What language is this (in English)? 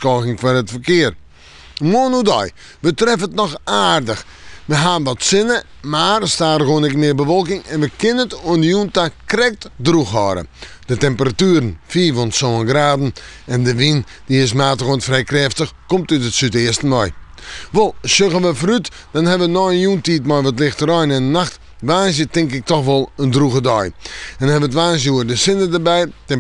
Western Frisian